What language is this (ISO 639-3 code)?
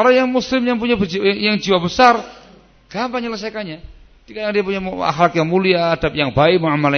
ind